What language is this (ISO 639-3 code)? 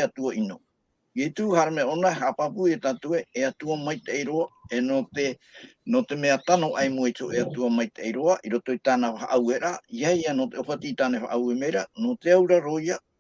tah